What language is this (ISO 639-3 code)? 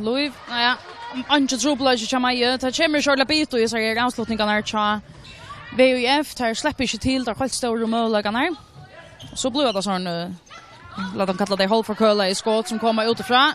fao